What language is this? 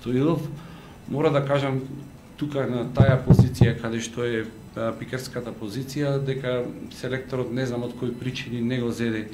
Macedonian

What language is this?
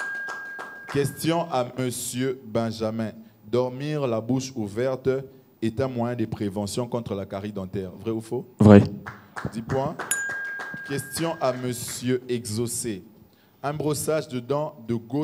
French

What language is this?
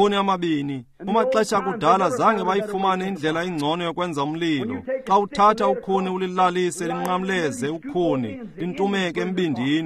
Xhosa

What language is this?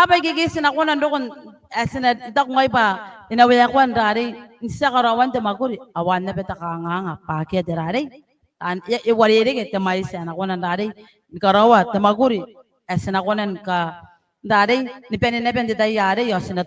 Gilbertese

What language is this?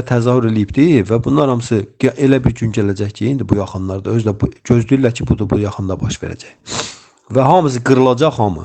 Azerbaijani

